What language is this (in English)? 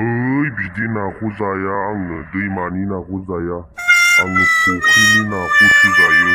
Bodo